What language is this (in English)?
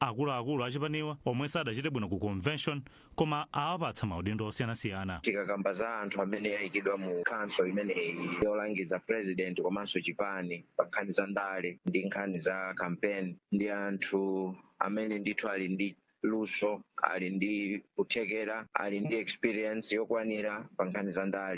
Nyanja